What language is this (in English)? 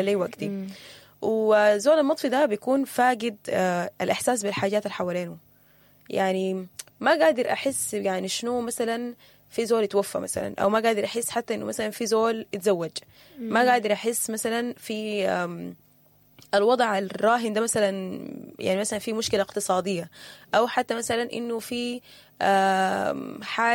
Sudanese Arabic